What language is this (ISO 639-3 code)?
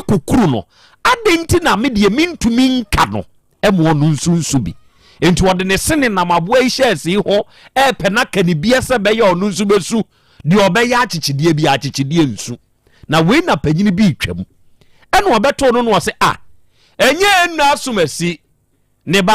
aka